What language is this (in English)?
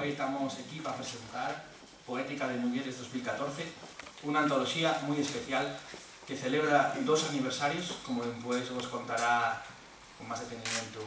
Asturian